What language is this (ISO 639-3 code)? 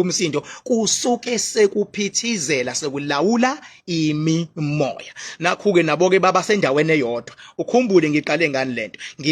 zul